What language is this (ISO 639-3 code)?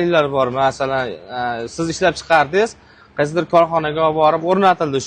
uzb